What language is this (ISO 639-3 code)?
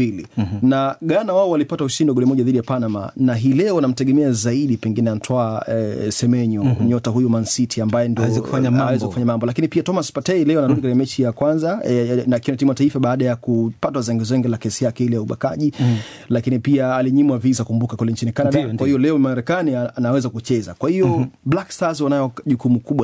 swa